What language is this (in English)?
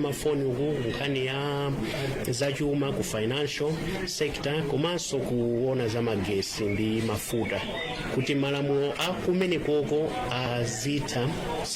Nyanja